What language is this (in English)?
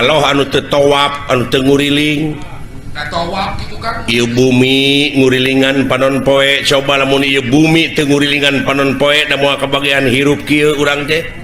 Sundanese